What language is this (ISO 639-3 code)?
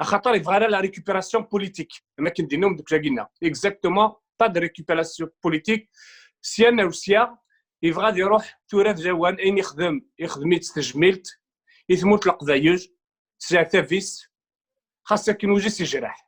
kab